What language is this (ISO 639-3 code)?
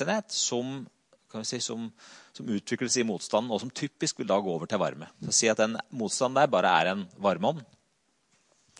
nor